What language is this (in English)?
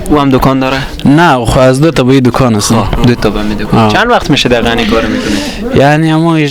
Persian